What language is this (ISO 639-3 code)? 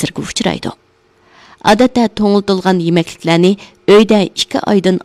uig